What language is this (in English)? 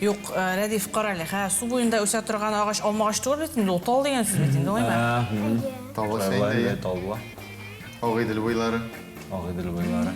Tatar